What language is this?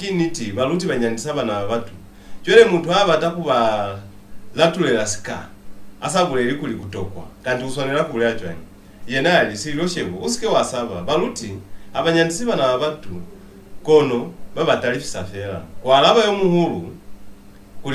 Lozi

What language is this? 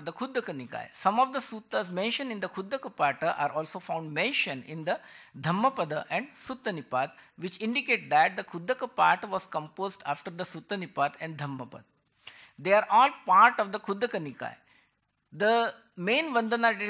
English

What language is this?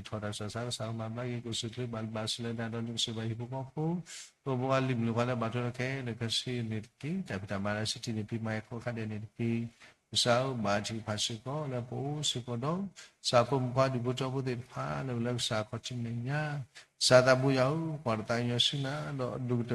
S'gaw Karen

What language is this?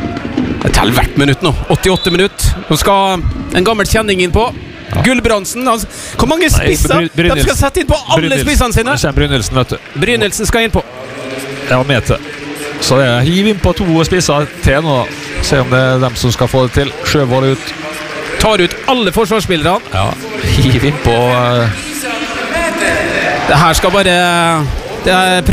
Norwegian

